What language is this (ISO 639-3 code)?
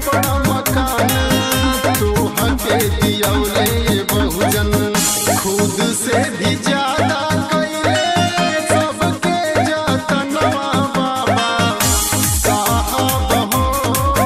bho